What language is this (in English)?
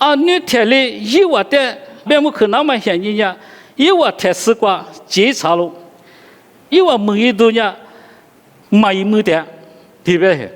Lisu